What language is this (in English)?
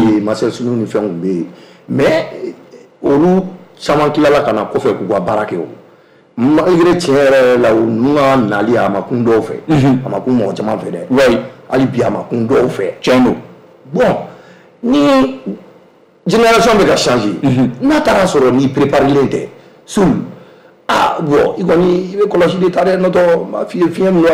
Bambara